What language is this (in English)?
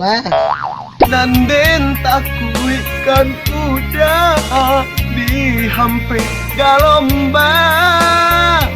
Minangkabau